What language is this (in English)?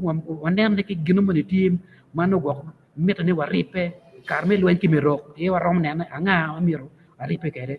Acoli